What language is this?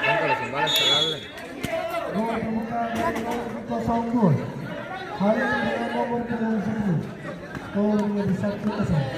Ambonese Malay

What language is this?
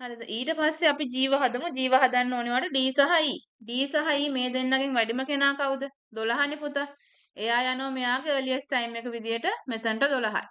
Sinhala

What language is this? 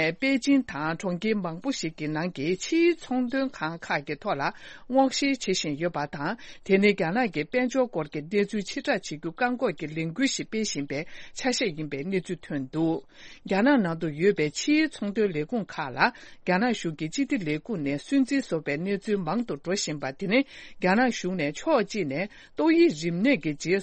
Tibetan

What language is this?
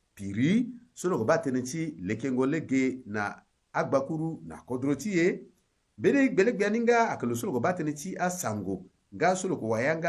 Sango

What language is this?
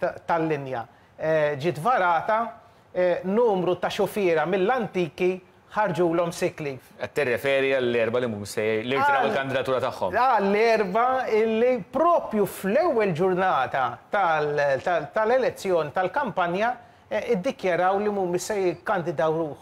Maltese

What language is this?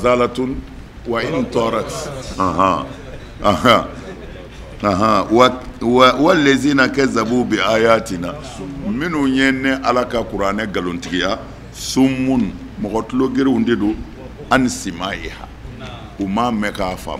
Bambara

